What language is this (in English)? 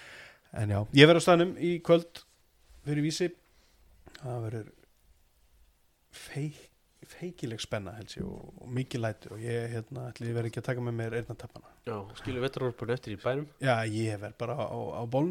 Icelandic